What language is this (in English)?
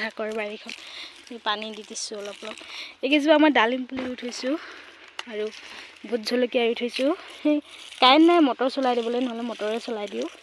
Assamese